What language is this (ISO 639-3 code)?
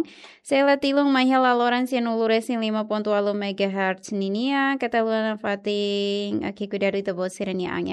tet